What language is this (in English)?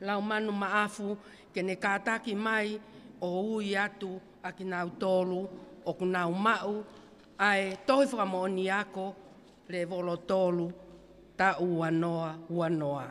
Tongan